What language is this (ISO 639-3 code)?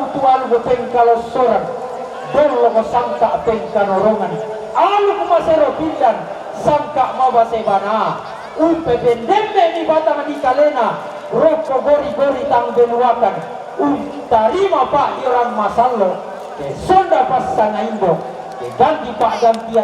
sda